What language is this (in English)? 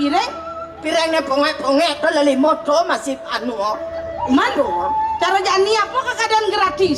Balinese